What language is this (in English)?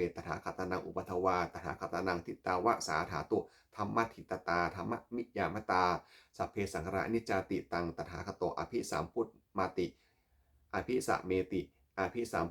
Pali